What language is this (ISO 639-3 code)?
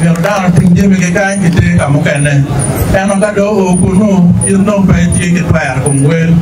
ach